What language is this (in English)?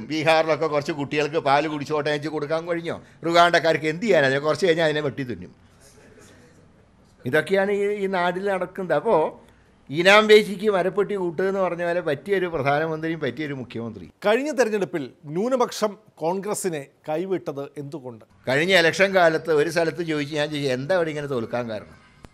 Malayalam